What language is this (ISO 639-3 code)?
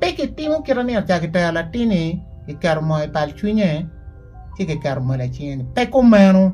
ach